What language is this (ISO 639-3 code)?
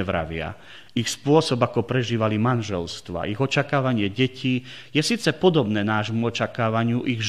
slk